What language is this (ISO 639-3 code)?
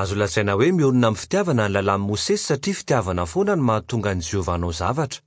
mlg